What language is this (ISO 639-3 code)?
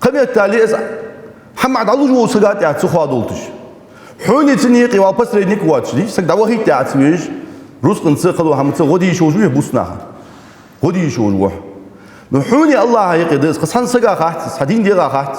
inh